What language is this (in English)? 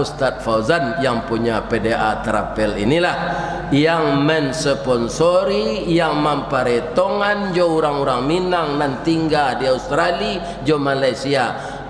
Minangkabau